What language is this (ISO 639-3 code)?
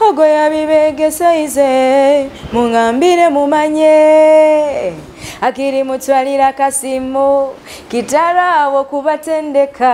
nyo